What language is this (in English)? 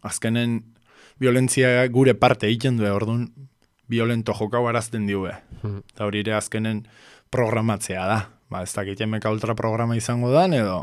Basque